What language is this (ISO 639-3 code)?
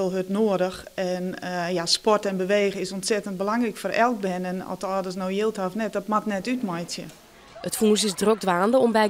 fry